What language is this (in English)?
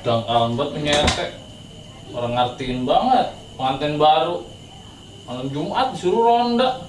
Betawi